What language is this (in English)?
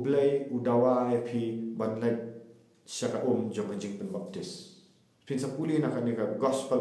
Khasi